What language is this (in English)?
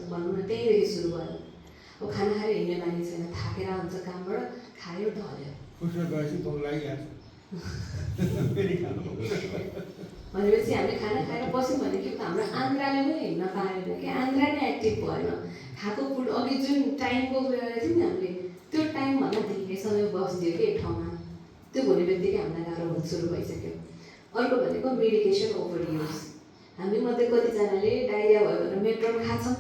Nepali